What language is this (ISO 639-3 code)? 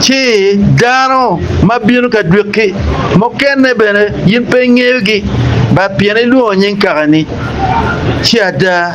ach